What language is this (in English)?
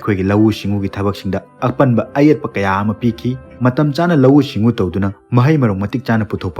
Manipuri